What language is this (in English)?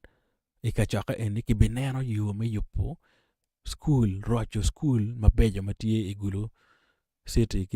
Acoli